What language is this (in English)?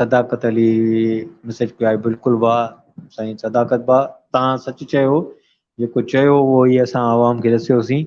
Sindhi